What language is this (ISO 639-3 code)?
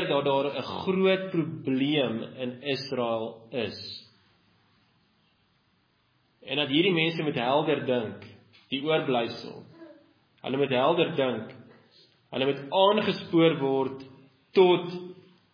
afr